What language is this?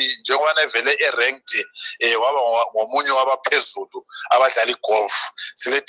North Ndebele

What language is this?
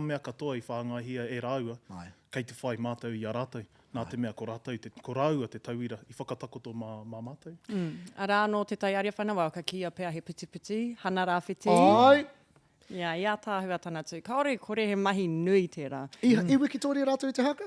Māori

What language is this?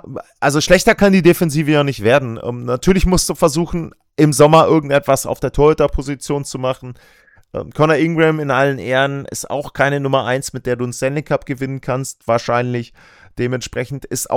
German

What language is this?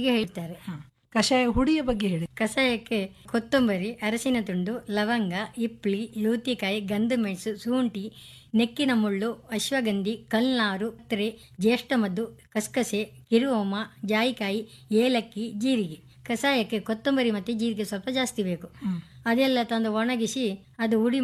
Kannada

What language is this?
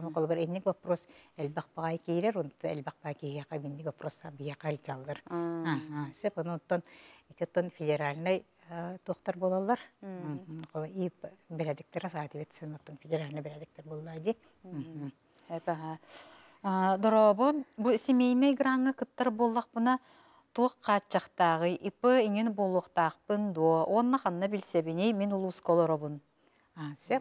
Yakut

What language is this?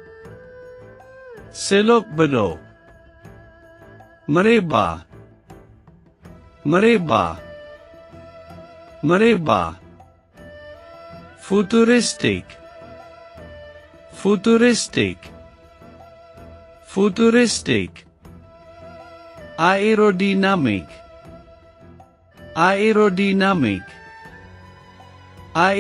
Malay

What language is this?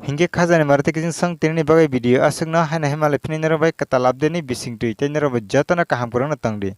Kok Borok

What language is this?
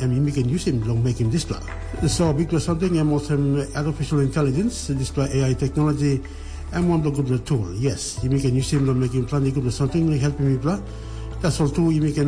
Tok Pisin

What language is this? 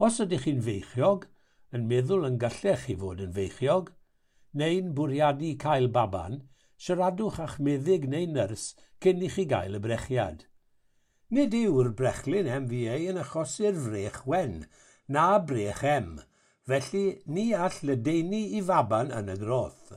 Welsh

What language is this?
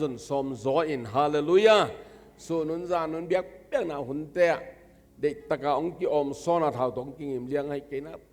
Tedim Chin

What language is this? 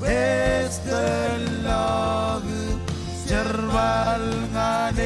Marshallese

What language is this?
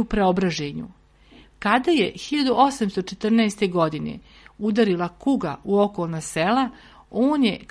Serbian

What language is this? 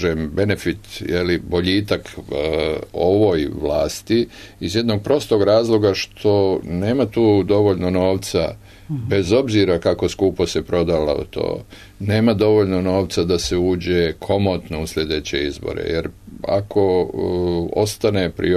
Serbian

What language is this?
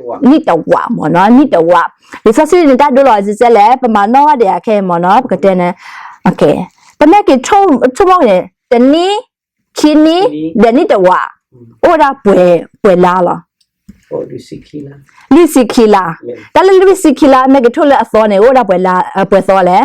S'gaw Karen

